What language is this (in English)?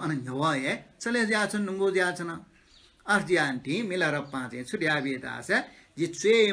Newari